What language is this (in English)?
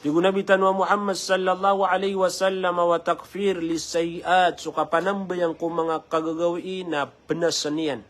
Maranao